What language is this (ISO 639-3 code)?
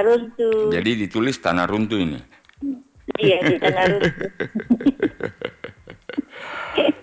ind